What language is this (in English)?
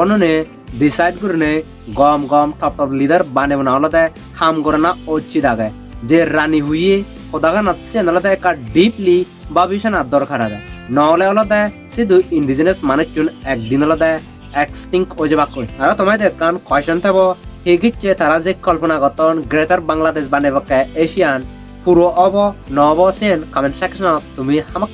Chakma